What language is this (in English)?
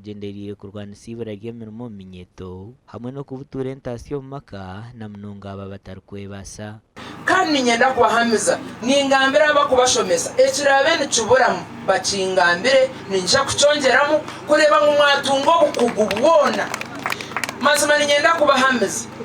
Nyankole